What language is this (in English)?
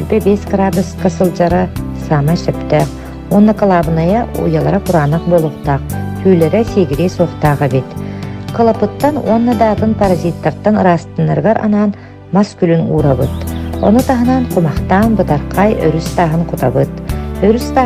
Yakut